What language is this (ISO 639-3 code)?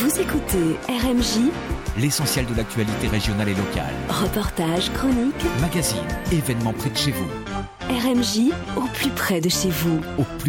fra